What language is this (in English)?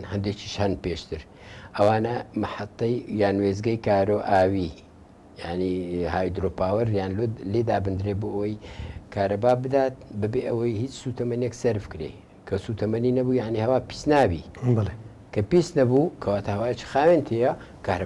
Central Kurdish